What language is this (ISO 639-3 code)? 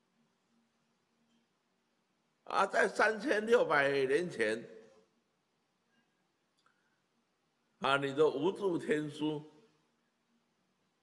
zho